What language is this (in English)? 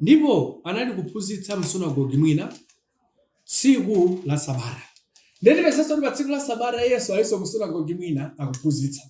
Nyanja